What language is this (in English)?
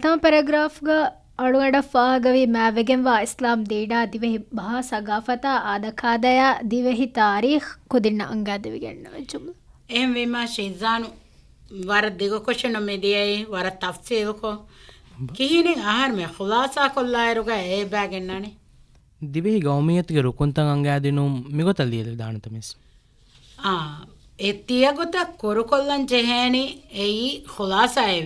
Divehi